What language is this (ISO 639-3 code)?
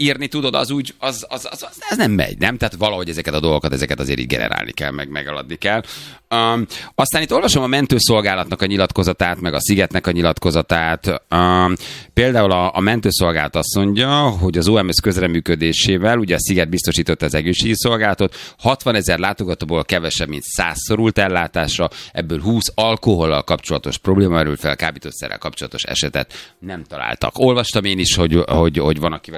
hun